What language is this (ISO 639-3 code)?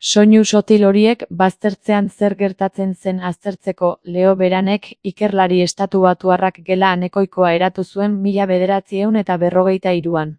eus